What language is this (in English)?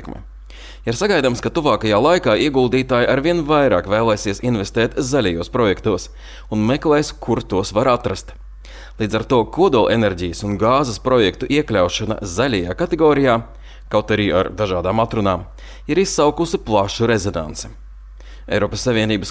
Latvian